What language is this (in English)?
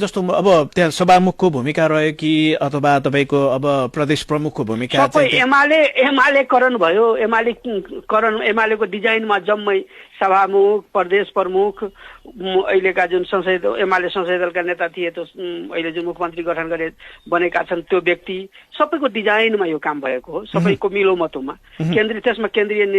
Nepali